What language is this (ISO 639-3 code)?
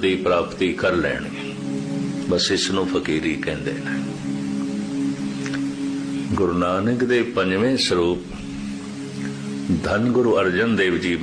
pan